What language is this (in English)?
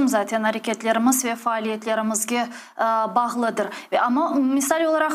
Crimean Tatar